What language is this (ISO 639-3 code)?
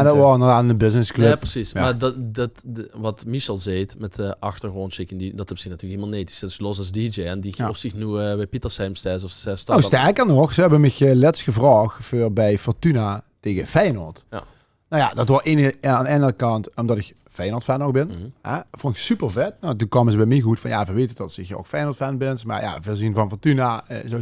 lim